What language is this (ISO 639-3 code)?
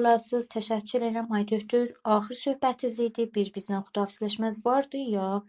azb